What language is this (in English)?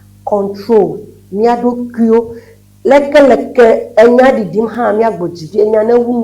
Ewe